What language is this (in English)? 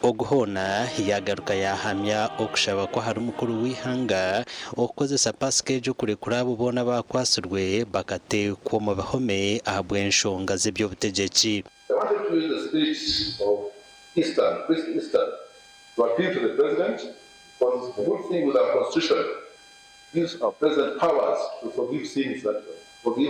Nyankole